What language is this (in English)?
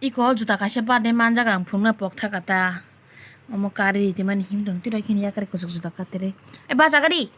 Kok Borok